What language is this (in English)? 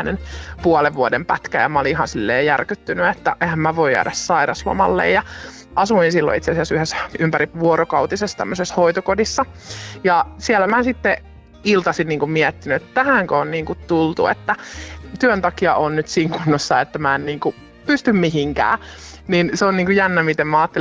Finnish